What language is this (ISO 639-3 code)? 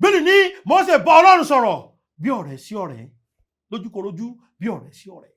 yor